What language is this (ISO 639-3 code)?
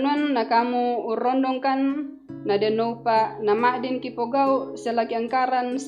sda